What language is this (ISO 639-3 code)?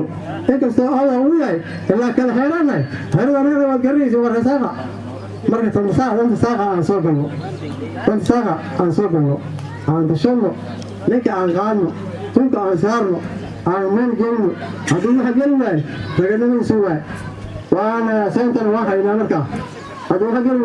som